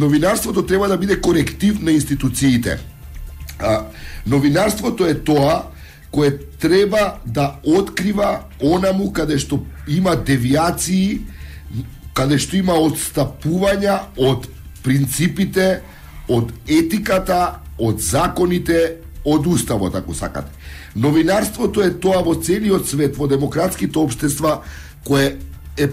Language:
Macedonian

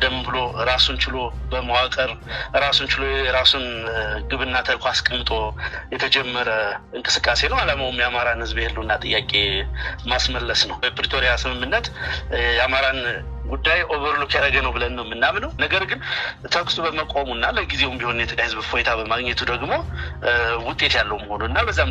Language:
Amharic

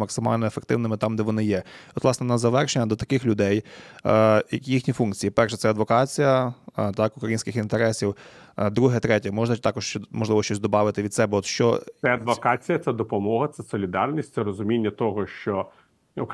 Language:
Ukrainian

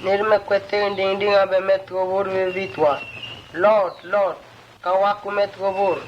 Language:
Mota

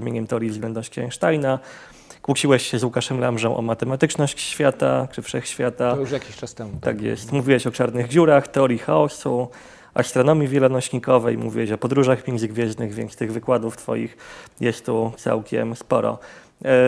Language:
Polish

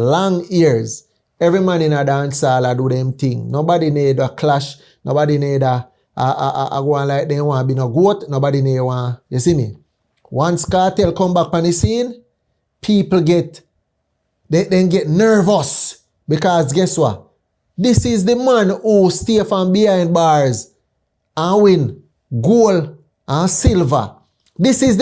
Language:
Jamaican Creole English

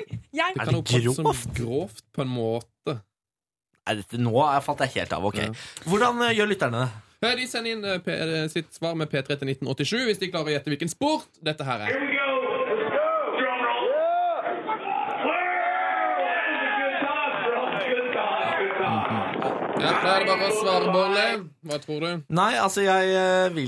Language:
Norwegian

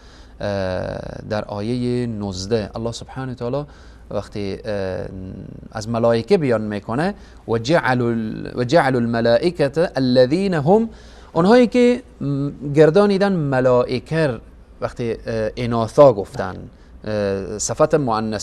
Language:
Persian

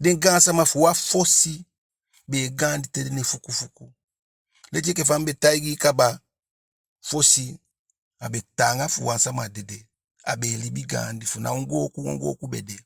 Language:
Eastern Maroon Creole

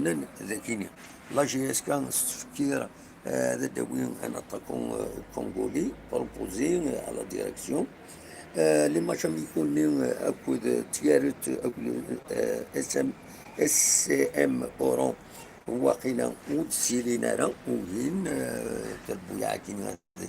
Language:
Kabyle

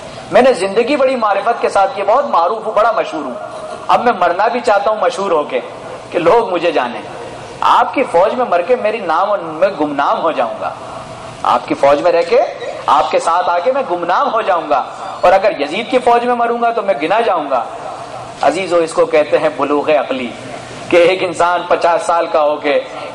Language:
Urdu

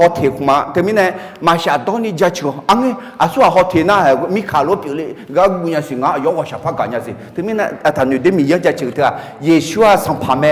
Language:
Akha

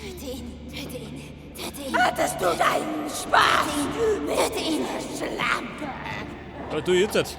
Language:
Bavarian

